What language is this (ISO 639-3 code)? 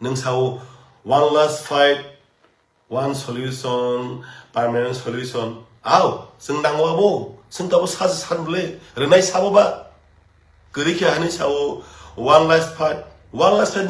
trp